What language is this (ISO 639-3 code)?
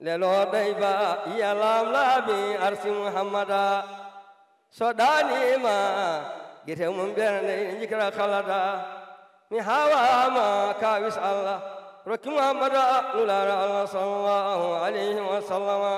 ful